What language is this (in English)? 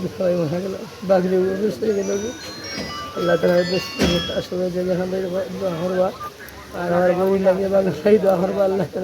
Sylheti